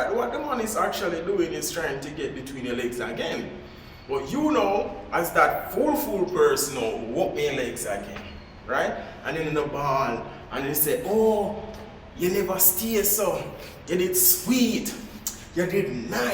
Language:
Jamaican Creole English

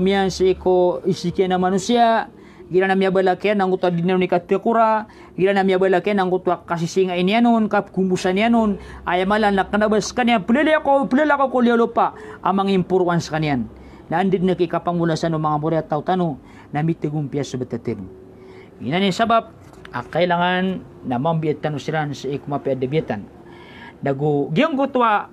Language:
Maranao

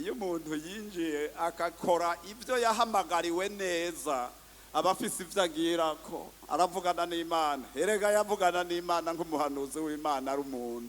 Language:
Rundi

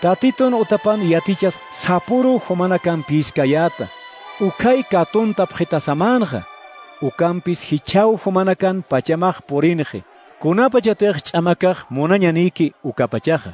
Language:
Aymara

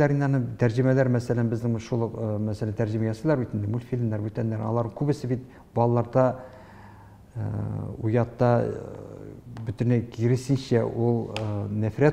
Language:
Tatar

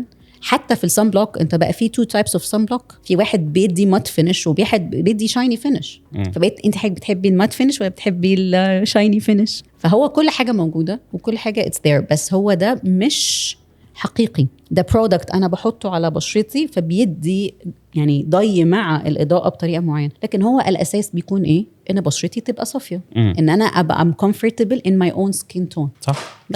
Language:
Egyptian Arabic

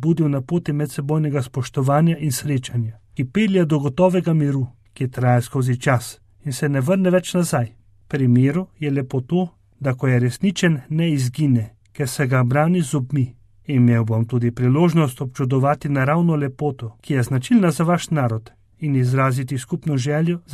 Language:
Slovenian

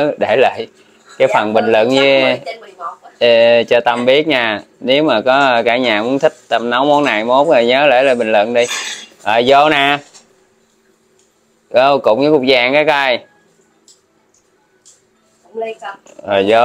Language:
Vietnamese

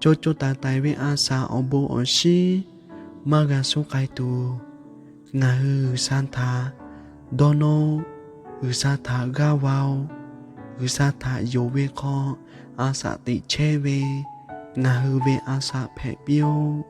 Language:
Lahu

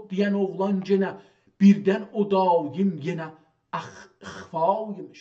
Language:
South Azerbaijani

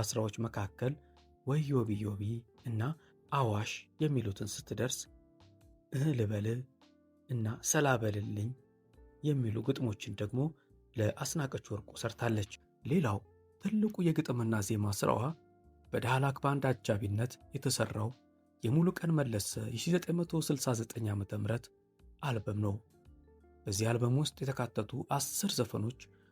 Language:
Amharic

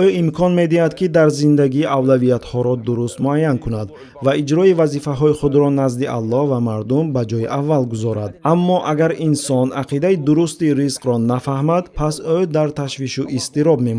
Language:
Tajik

